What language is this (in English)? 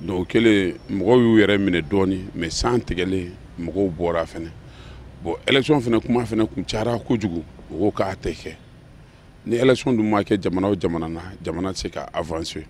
Bambara